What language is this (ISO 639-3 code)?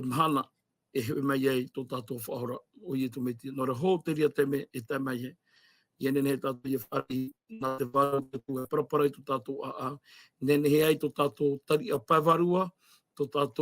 tah